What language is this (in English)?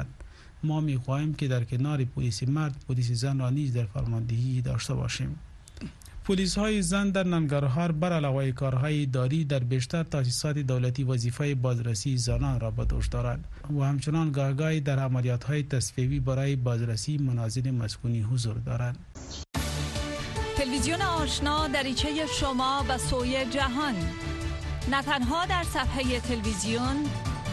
Persian